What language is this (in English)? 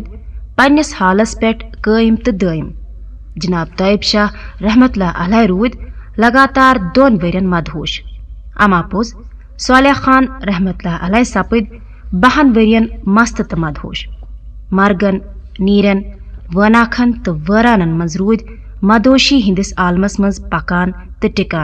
Kashmiri